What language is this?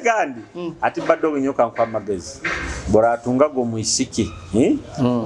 Nyoro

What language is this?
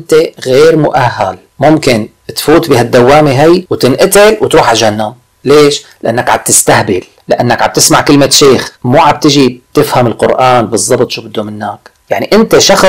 North Levantine Arabic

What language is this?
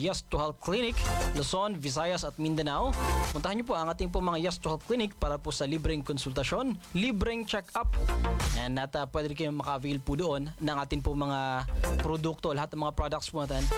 Filipino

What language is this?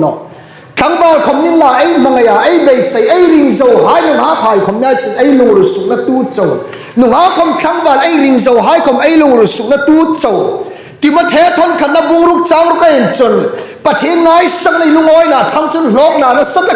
Hmar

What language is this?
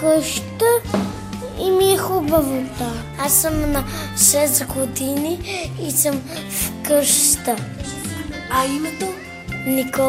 Bulgarian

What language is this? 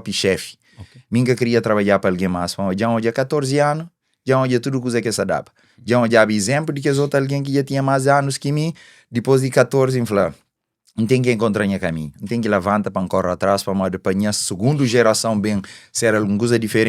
Kabuverdianu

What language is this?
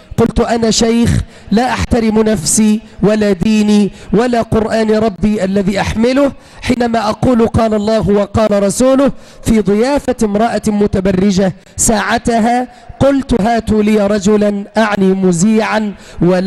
Arabic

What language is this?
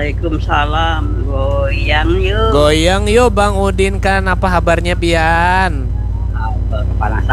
Banjar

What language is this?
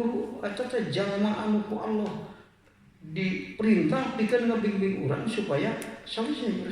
Sundanese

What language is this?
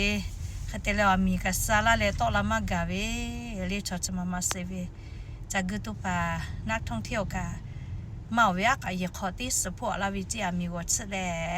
Lahu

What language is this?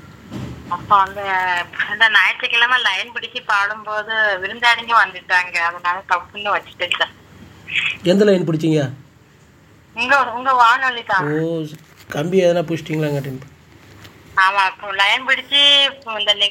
Tamil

